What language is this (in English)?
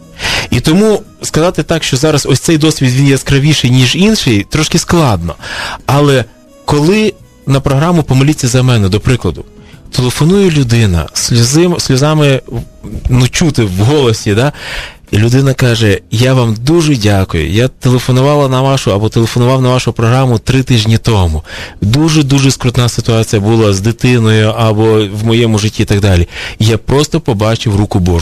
Ukrainian